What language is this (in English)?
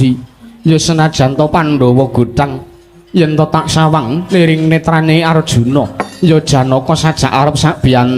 Javanese